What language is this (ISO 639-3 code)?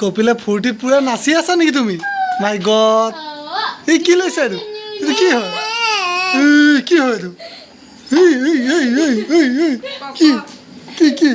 asm